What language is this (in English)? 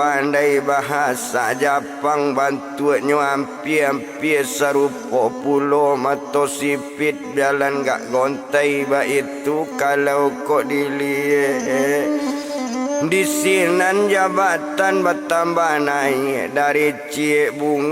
Minangkabau